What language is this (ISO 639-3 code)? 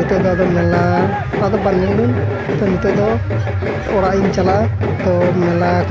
sat